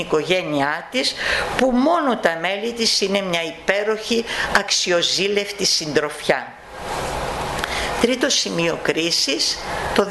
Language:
Greek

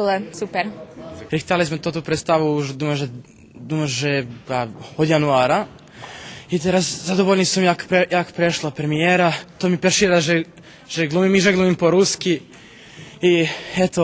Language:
Rusyn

